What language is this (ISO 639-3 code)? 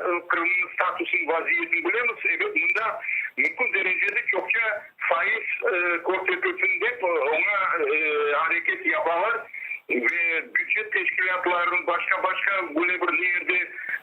crh